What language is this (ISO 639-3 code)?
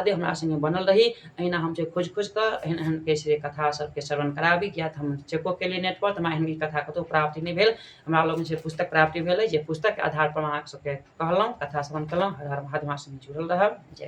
mai